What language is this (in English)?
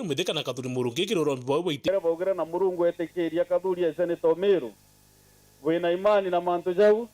Meru